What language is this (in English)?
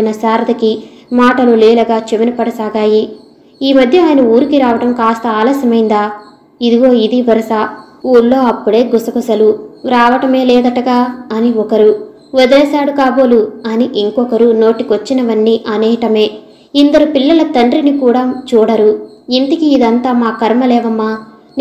Telugu